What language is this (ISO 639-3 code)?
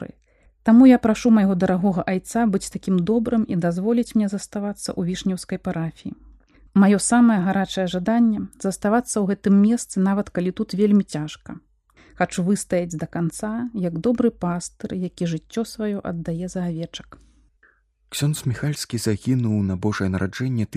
bel